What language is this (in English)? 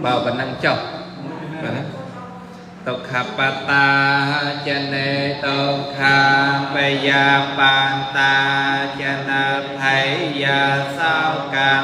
Khmer